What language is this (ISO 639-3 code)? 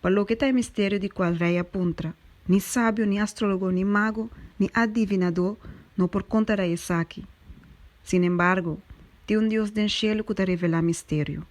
pap